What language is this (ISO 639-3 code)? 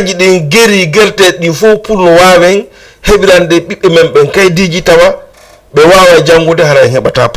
ful